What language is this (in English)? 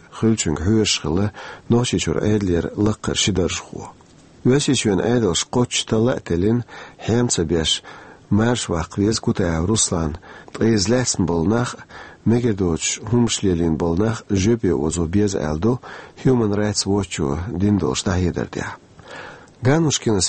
Chechen